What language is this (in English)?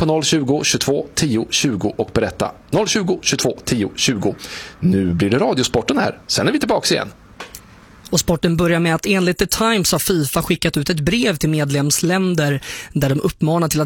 Swedish